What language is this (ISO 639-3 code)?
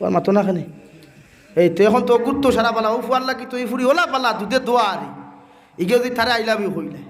syl